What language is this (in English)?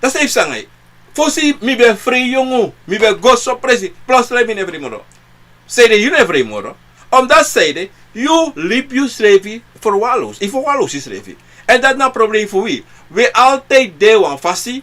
Sranan Tongo